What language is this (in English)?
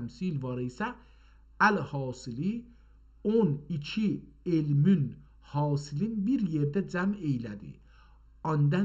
South Azerbaijani